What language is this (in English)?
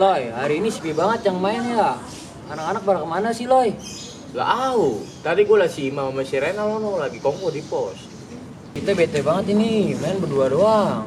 Betawi